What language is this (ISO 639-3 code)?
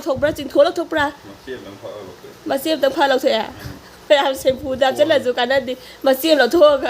mni